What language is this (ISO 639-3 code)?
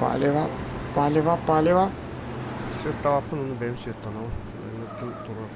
sah